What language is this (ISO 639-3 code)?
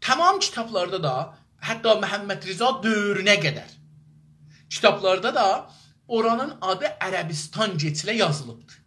azb